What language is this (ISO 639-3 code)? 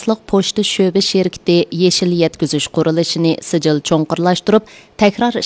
uig